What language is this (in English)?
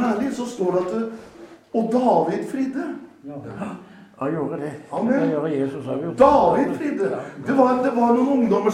Norwegian